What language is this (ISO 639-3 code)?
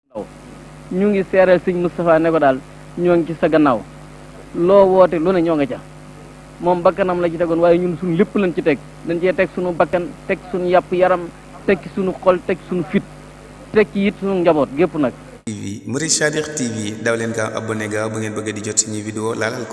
wol